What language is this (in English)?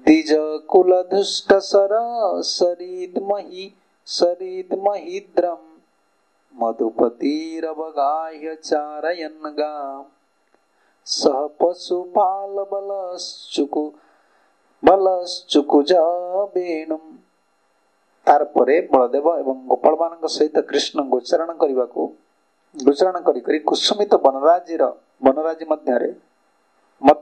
Odia